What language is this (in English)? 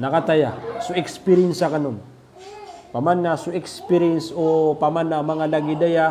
Maranao